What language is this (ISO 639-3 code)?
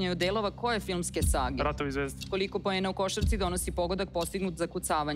srp